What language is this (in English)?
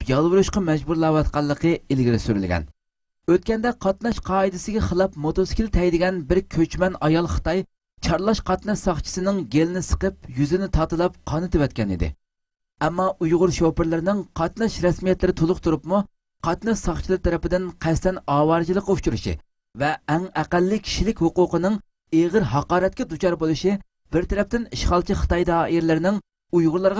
Uyghur